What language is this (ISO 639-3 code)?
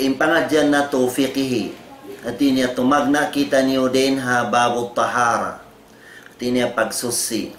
tsg